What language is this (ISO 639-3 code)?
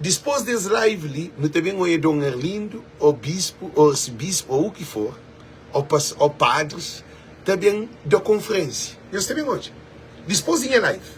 kea